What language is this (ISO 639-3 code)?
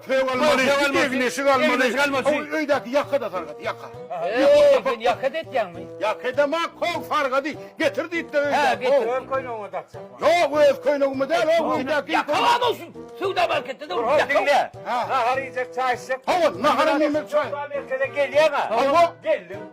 tuk